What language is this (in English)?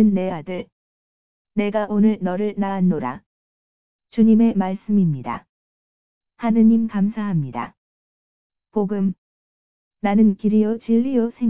Korean